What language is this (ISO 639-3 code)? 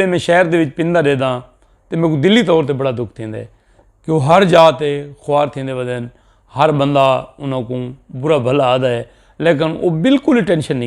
skr